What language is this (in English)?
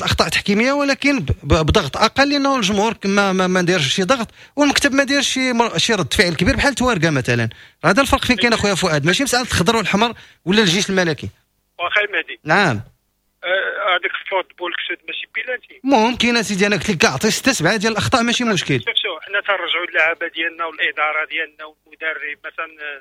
Moroccan Arabic